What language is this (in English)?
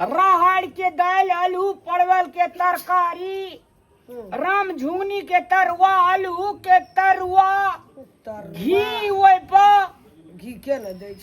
Maithili